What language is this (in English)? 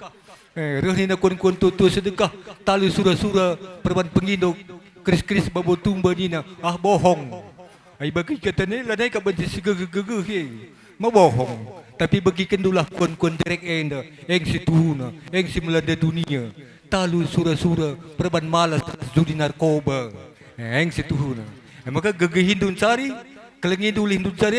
Batak Karo